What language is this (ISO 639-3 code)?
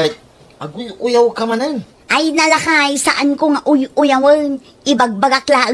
ilo